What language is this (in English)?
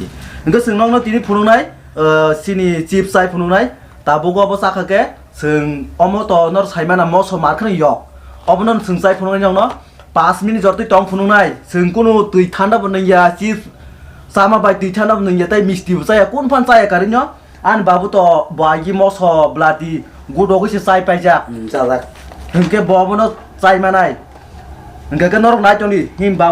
Kok Borok